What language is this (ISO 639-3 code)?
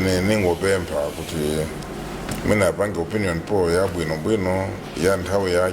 nya